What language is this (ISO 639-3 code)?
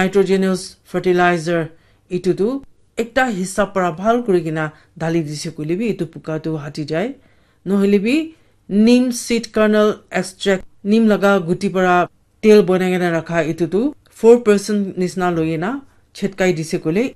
nag